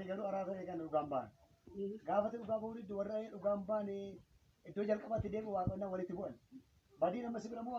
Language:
Oromo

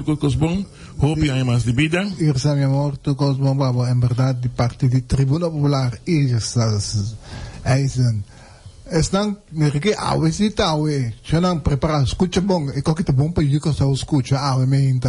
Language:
Papiamento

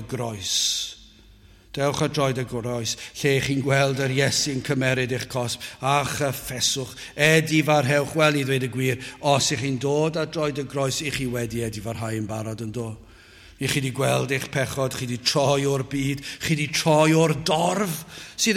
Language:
Welsh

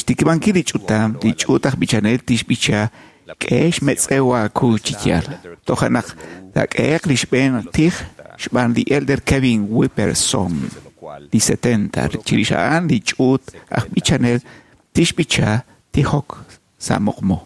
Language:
Kekchí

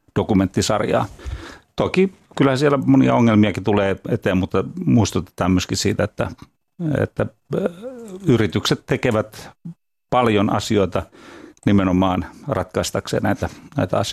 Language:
Finnish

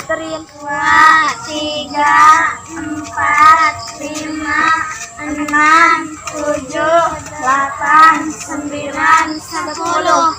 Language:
Betawi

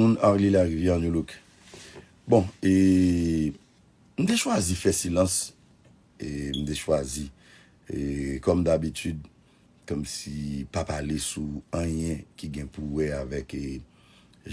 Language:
Haitian Creole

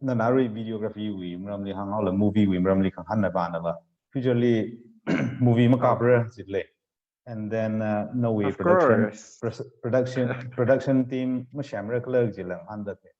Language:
Tangkhul Naga (India)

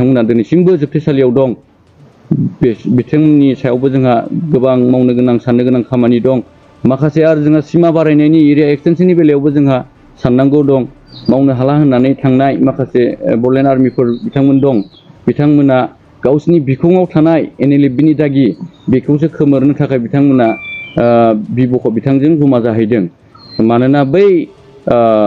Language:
Bodo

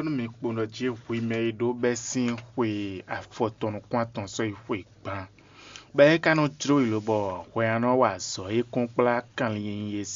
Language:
Fon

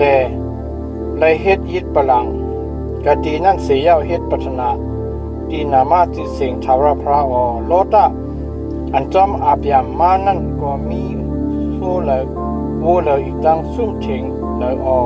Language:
Shan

